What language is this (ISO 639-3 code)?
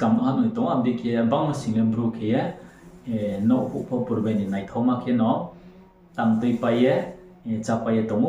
ria